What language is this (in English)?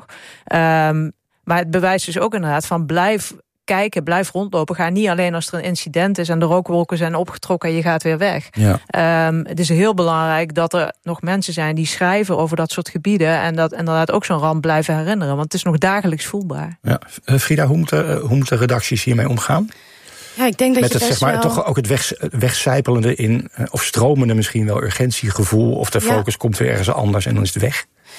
Dutch